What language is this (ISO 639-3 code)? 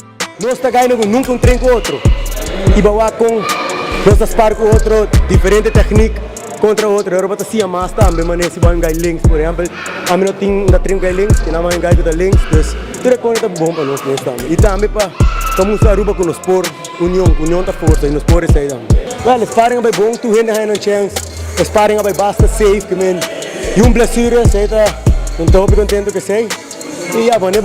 pap